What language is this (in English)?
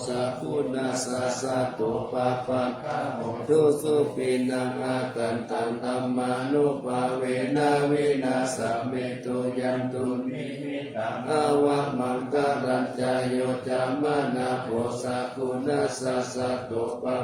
Pali